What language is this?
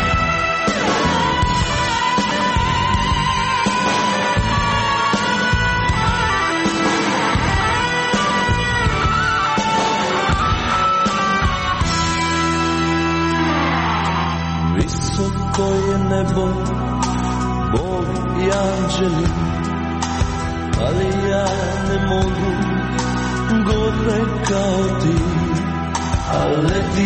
Croatian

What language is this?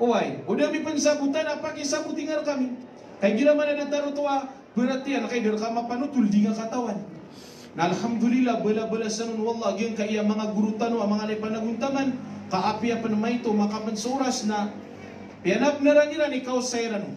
Maranao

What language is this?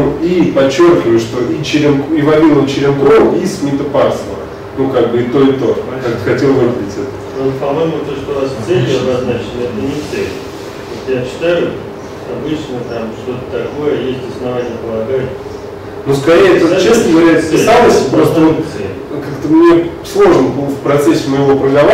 Russian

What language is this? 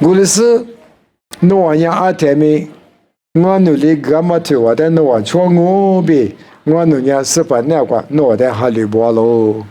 Lisu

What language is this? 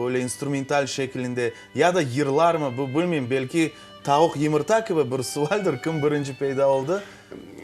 Crimean Tatar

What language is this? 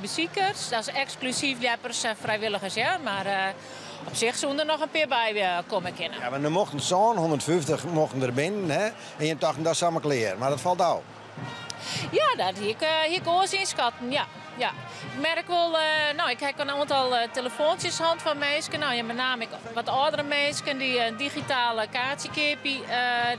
Western Frisian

